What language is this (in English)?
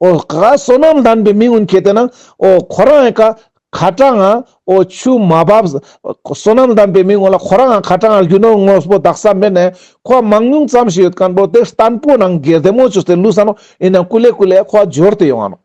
Ladakhi